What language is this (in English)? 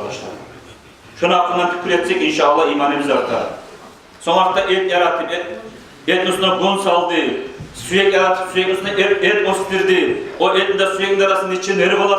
Kumyk